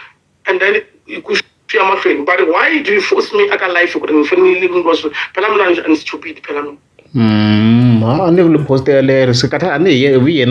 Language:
Tsonga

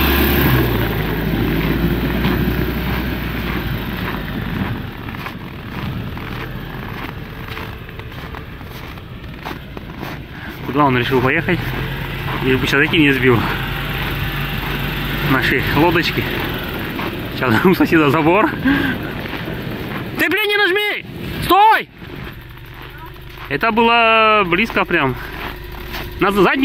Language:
Russian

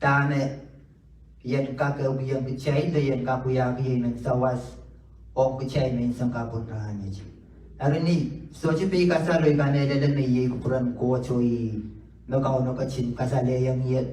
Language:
Pohnpeian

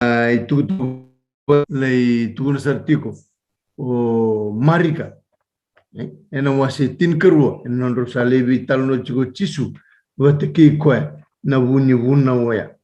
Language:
Fijian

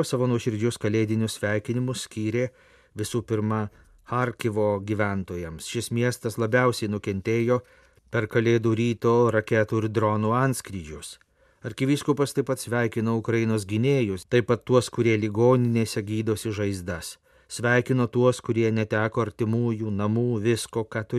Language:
Lithuanian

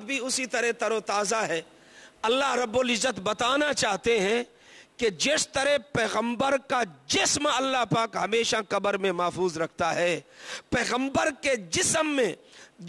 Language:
Urdu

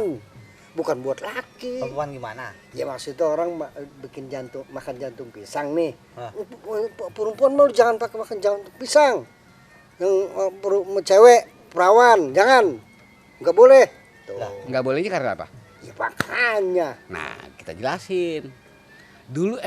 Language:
Betawi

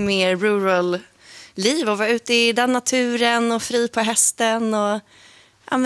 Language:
Swedish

